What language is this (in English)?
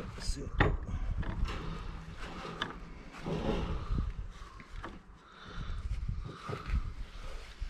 Swedish